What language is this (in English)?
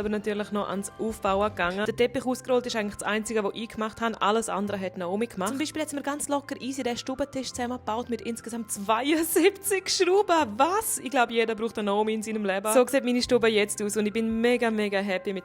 Swiss German